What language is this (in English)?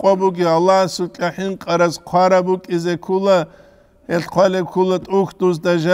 Avaric